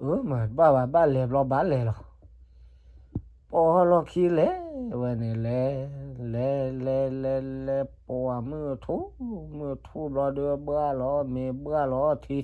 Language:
S'gaw Karen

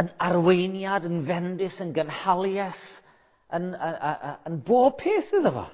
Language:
Welsh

